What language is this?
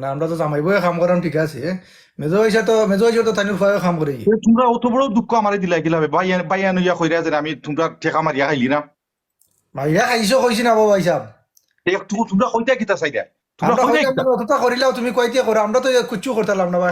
Sylheti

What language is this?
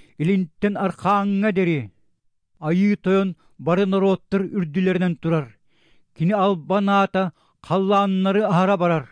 Yakut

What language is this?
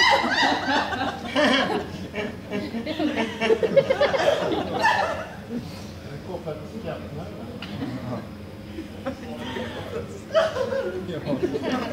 Swedish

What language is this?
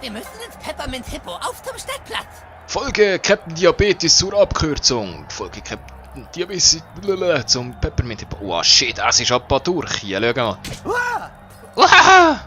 Swiss German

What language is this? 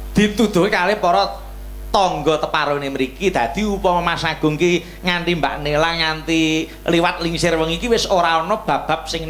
Javanese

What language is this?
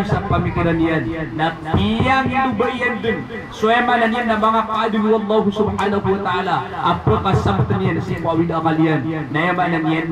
Maranao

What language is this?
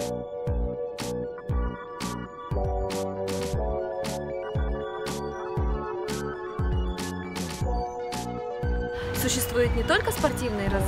Russian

